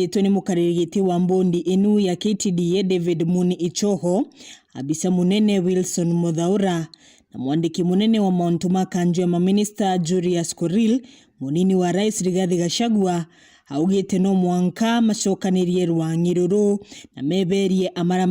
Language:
Meru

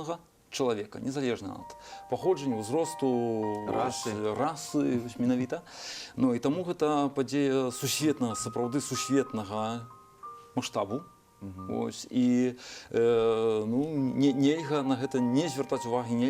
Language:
Belarusian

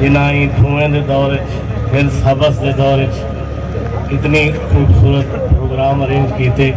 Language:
Saraiki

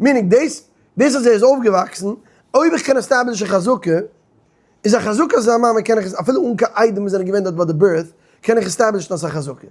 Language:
Yiddish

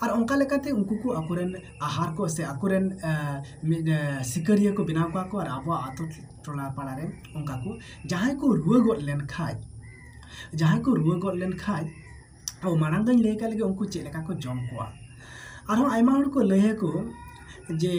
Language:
Santali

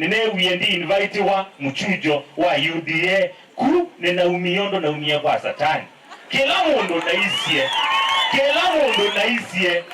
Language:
Kamba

